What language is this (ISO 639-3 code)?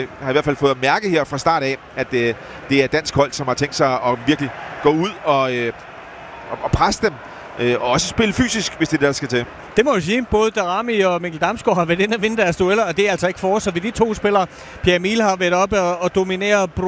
dan